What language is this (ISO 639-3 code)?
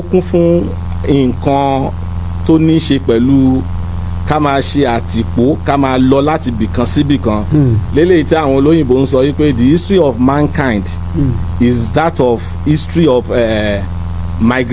yor